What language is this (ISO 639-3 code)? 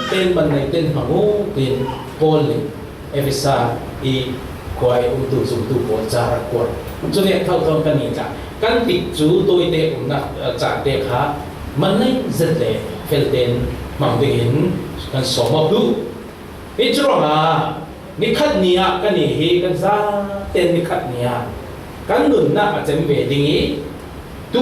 cfm